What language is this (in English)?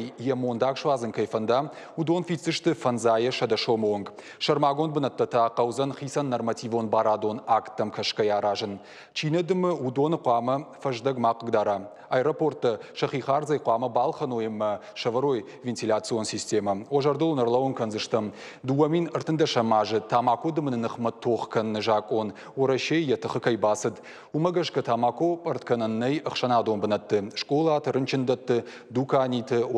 Ossetic